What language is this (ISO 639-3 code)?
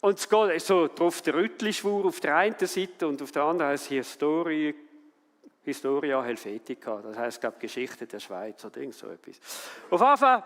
gsw